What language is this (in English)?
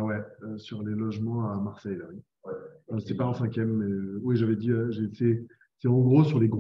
French